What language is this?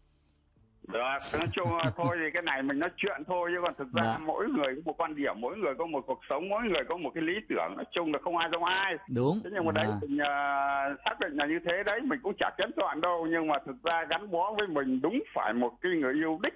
Vietnamese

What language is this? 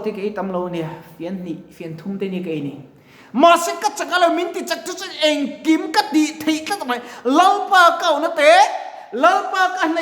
Mizo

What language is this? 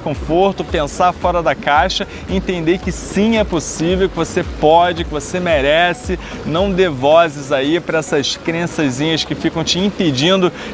Portuguese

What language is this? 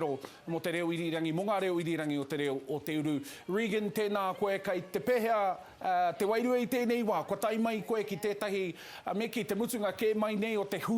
Māori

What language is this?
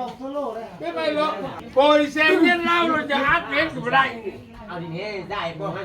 Northeastern Thai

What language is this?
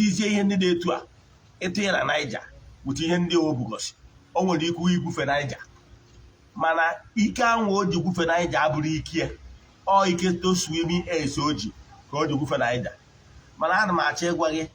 Igbo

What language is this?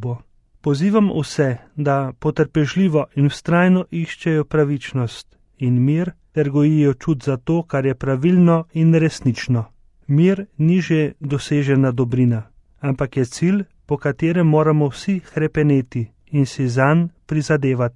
Slovenian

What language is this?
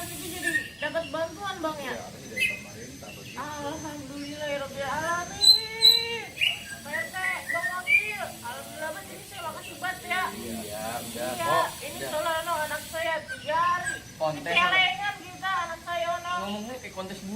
Betawi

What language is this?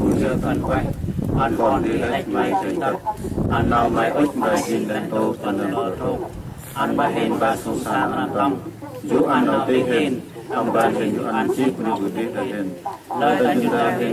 Central Mnong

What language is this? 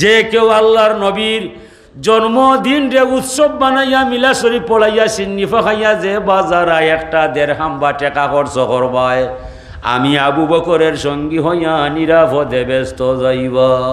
Sylheti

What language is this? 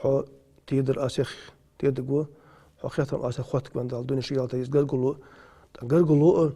Ingush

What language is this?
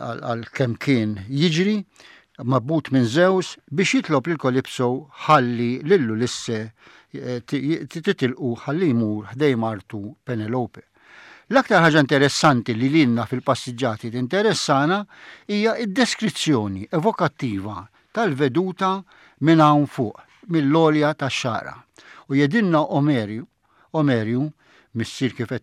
Maltese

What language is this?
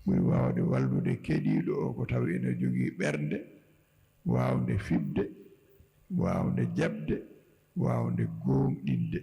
Fula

